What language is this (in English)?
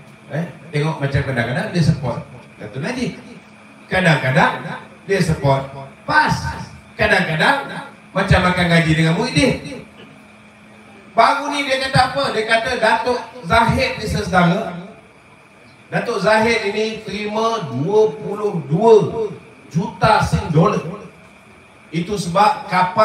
Malay